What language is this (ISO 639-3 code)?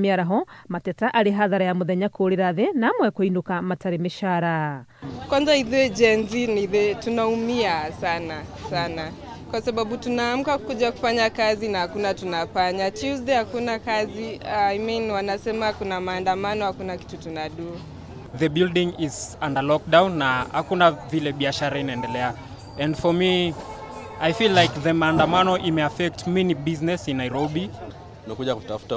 kik